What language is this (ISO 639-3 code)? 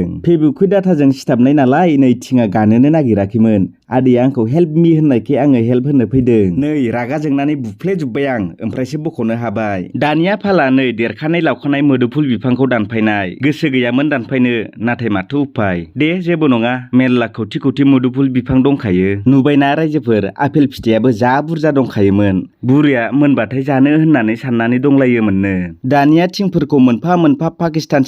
brx